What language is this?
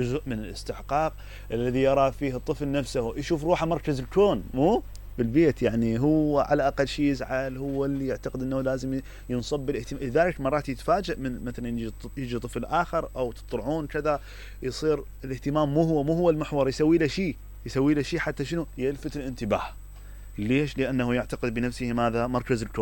Mesopotamian Arabic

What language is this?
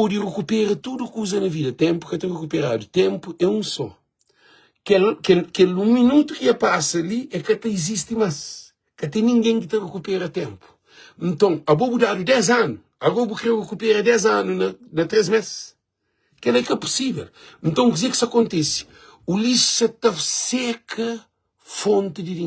Kabuverdianu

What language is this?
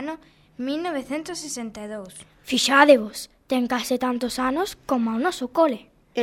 Galician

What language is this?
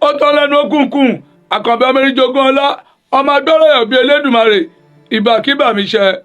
Yoruba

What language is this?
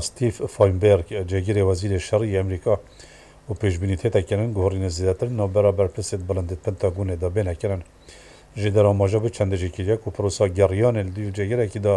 Kurdish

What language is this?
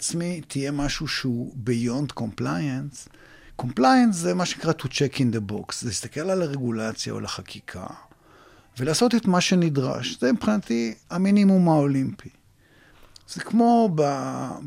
Hebrew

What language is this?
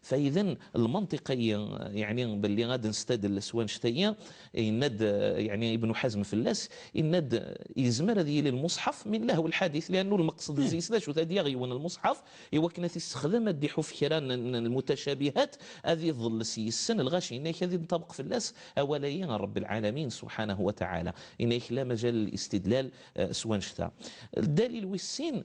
Kabyle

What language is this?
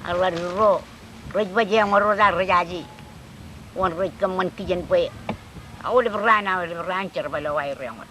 Marshallese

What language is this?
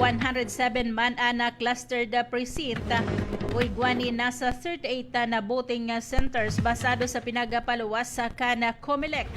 Bikol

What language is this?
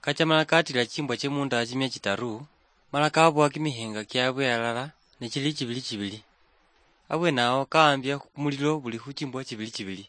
Luyia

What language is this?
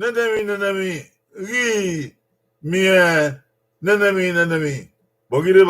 Bini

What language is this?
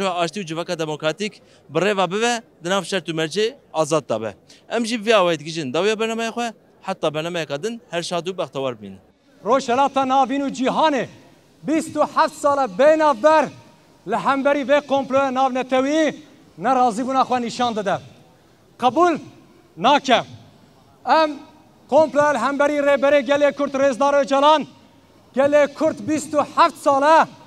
Kurdish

